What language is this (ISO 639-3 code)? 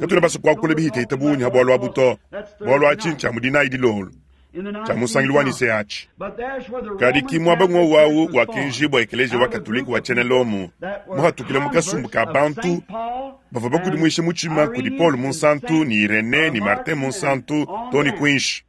lua